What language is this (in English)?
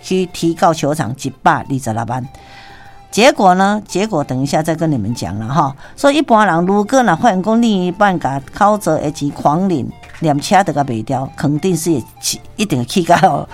Min Nan Chinese